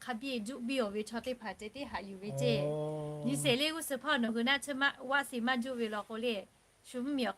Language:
Lahu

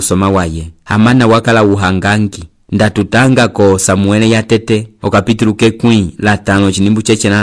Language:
Umbundu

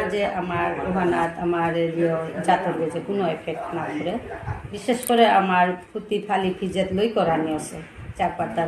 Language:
Bishnupriya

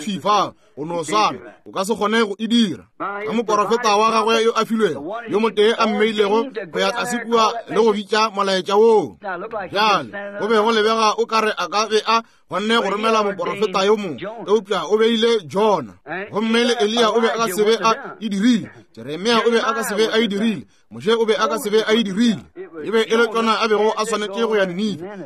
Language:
Northern Sotho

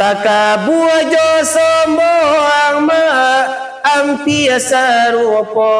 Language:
Minangkabau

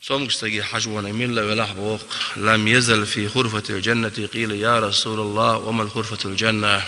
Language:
Chechen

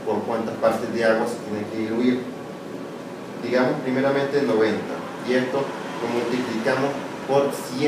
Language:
Spanish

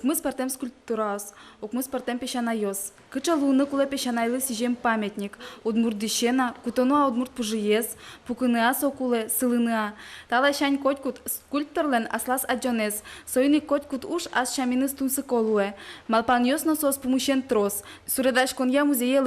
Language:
Udmurt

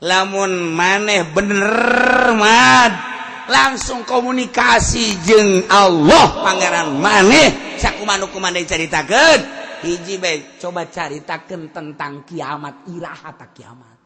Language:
Sundanese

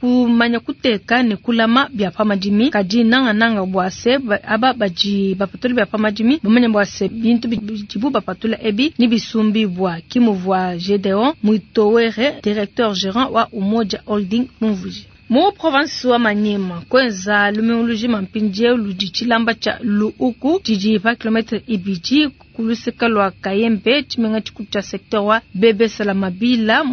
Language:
Luba-Lulua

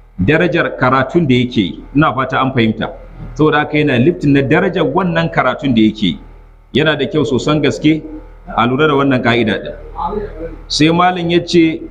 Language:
Hausa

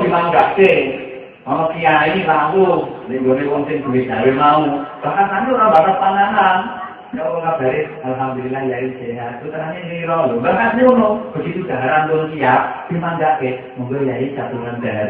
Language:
Javanese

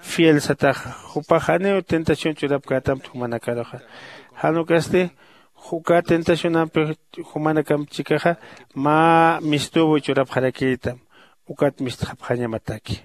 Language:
Aymara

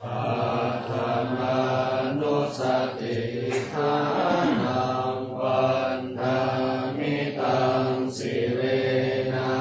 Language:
Pali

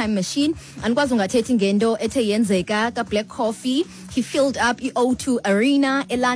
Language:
Xhosa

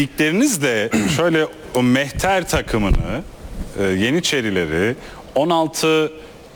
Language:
Turkish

